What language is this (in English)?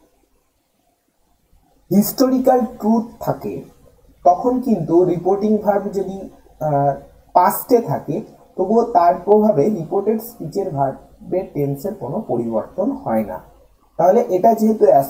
Bangla